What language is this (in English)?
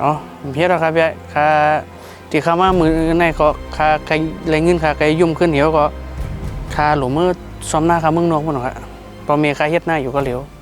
Shan